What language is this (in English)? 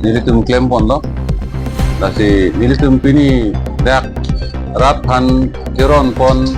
Karbi